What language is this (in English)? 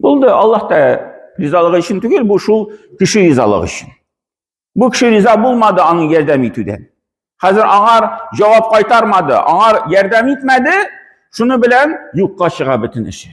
Tatar